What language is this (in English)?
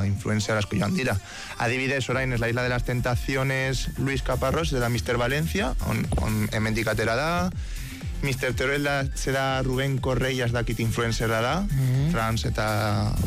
Basque